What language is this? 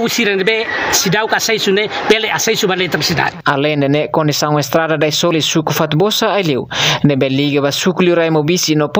Tetum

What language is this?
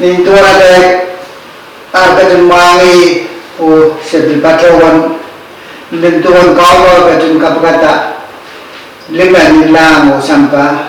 Pohnpeian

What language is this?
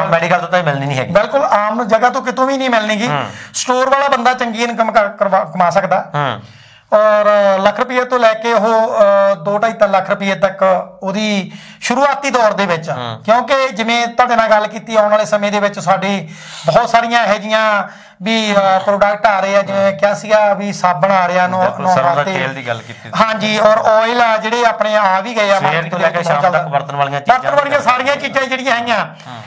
Punjabi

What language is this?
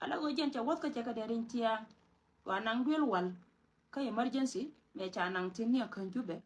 Nuer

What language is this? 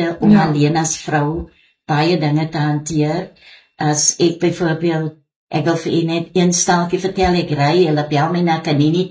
Afrikaans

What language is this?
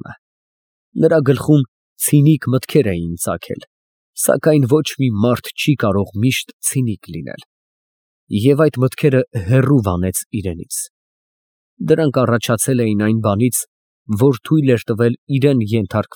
Armenian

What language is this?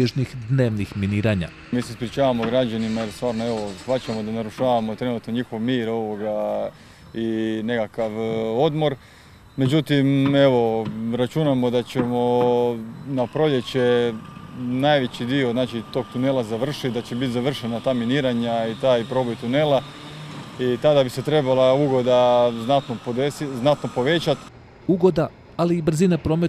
Croatian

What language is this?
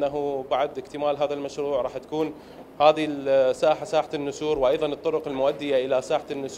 Mesopotamian Arabic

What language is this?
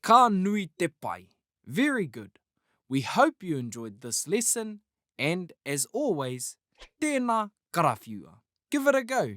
Māori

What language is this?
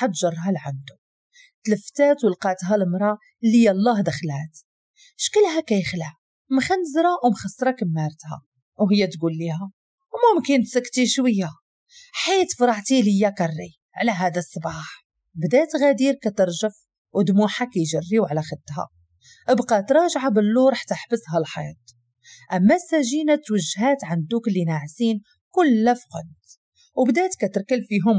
Moroccan Arabic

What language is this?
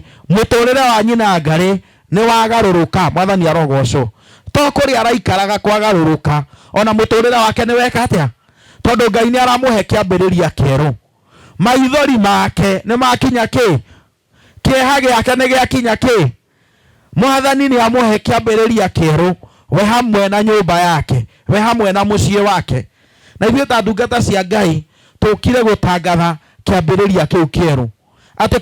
Kikuyu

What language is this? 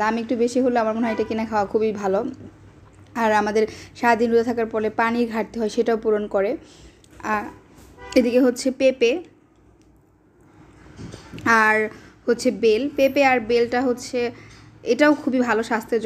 Bangla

